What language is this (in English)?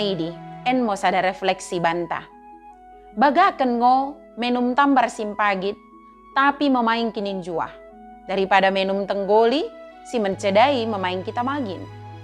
Batak Dairi